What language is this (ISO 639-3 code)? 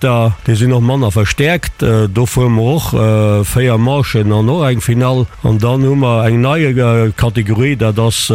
ltz